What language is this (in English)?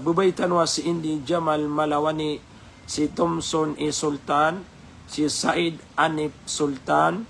Maranao